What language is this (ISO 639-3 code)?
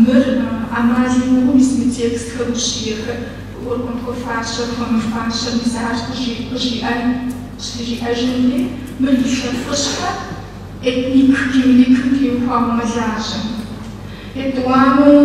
kbd